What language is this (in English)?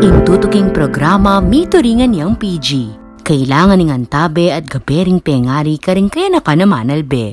Pampanga